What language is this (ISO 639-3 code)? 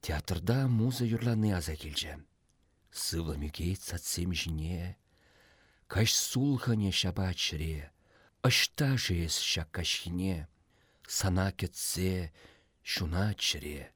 chv